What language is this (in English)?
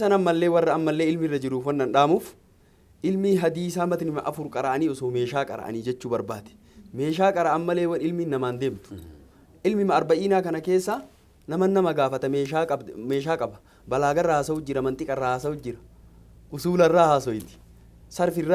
Oromo